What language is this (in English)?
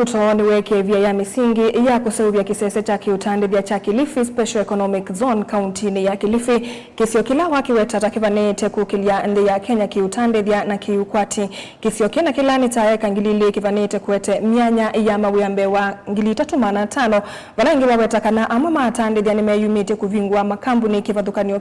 Kamba